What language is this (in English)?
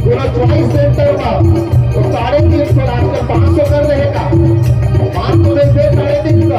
Chhattisgarhi